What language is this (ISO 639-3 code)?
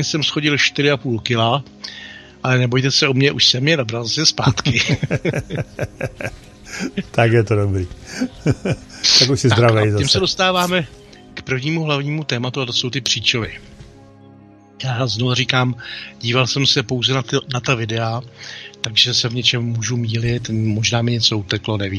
ces